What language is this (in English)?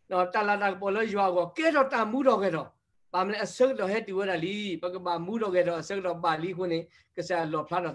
S'gaw Karen